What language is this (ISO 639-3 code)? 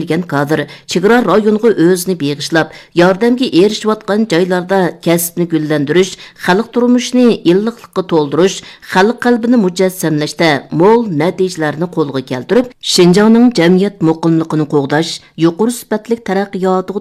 uig